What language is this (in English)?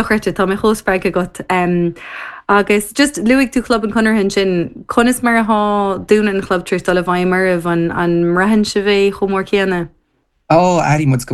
Irish